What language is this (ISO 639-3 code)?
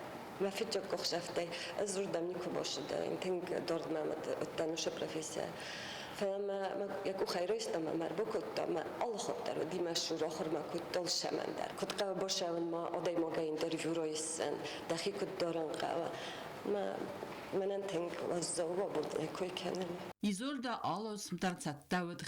oss